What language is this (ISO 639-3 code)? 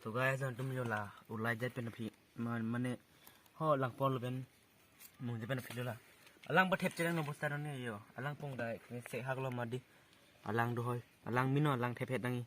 mjw